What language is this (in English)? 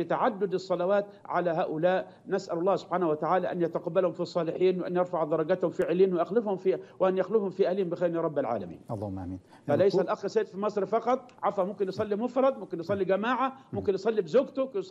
Arabic